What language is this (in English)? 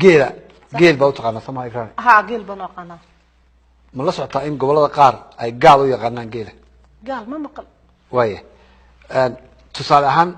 Somali